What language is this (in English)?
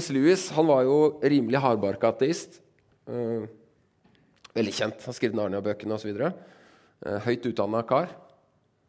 Norwegian